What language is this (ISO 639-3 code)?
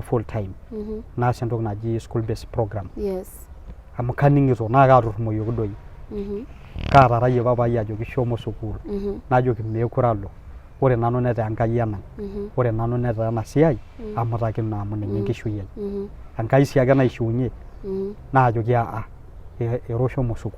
mas